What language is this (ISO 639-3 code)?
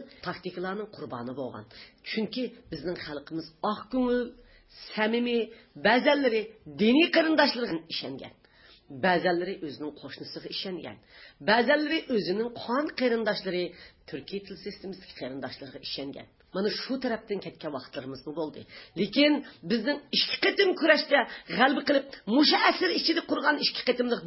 uig